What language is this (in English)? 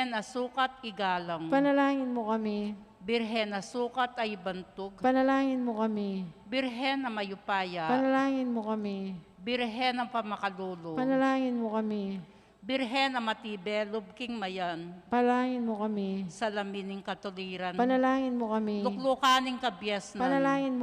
Pampanga